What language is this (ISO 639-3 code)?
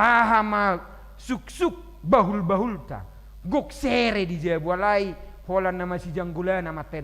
bbc